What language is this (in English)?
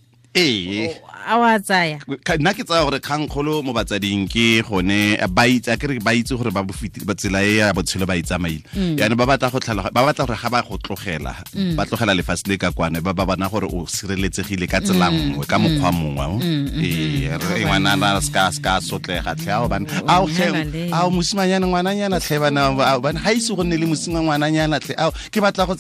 Tswana